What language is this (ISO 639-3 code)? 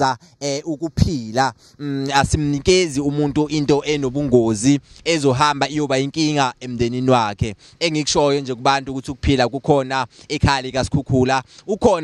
zul